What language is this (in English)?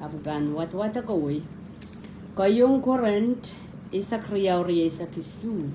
Pohnpeian